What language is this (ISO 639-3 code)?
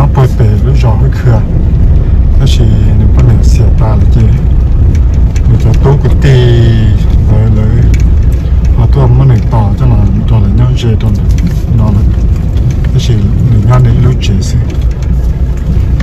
vie